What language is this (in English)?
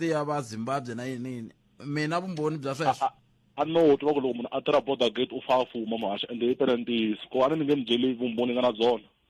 Tsonga